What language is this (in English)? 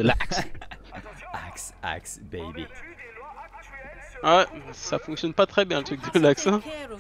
French